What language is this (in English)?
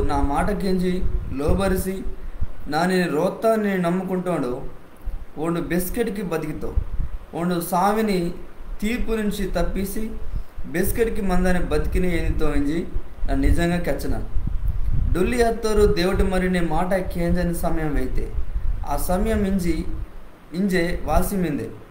Koya